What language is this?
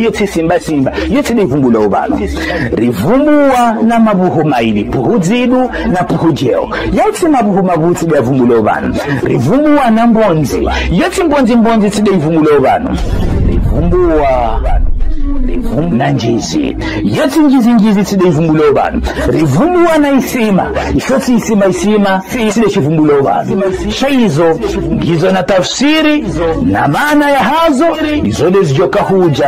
Ngazidja Comorian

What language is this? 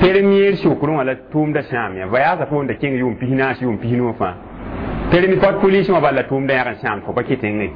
Mossi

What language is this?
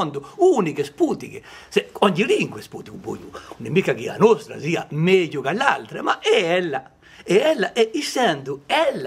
Corsican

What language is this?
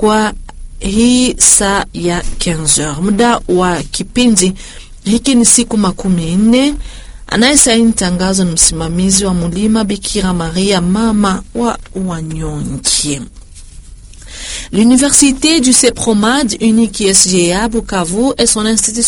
Swahili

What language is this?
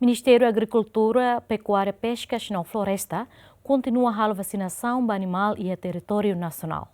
Tetum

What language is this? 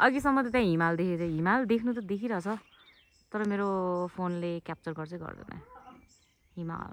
Nepali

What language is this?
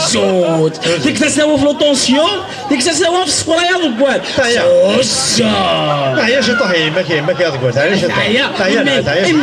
Kabyle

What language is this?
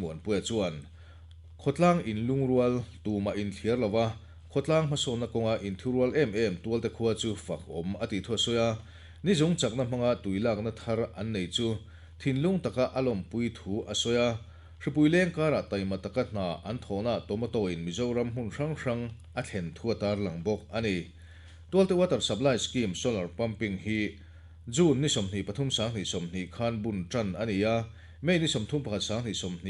Mizo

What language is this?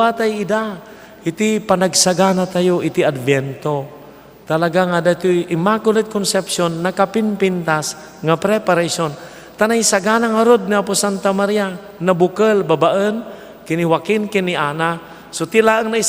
Iloko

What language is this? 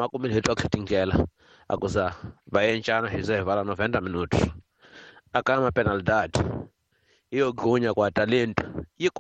Tsonga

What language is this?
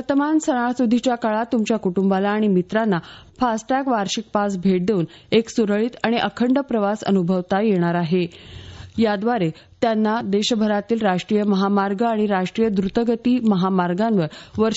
Marathi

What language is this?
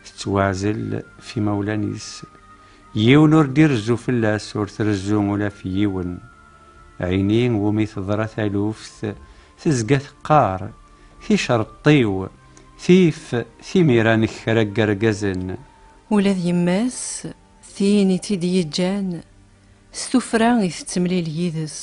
Kabyle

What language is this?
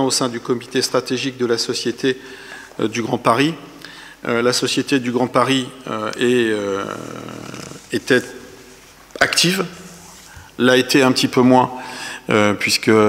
French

